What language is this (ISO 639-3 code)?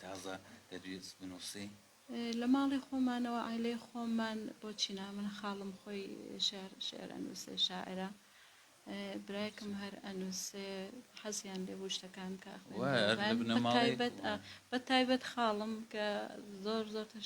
ckb